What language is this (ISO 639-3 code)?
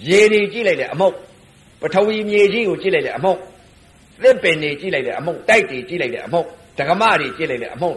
mya